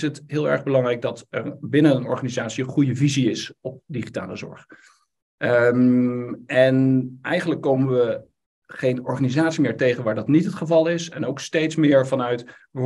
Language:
Dutch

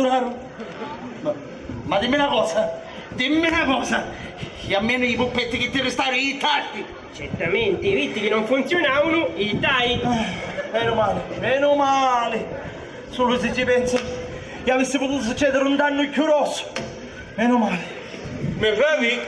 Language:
Sicilian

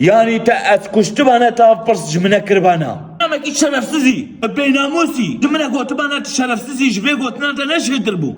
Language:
Kurdish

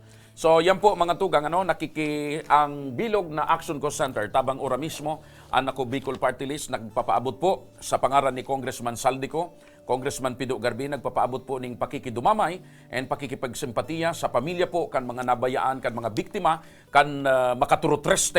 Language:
Bikol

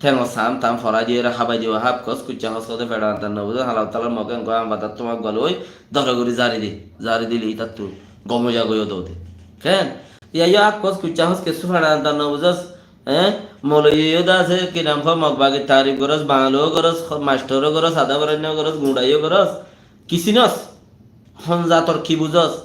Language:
Rohingya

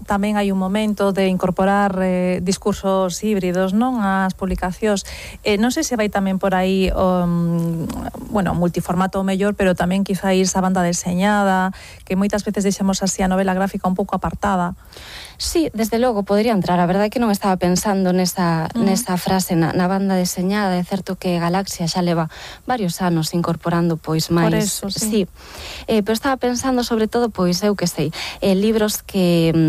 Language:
Galician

